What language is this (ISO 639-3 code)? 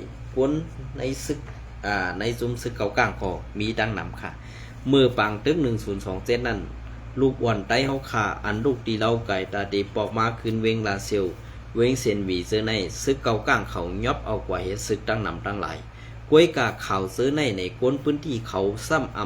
shn